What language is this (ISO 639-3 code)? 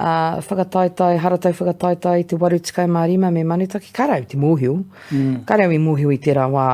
mri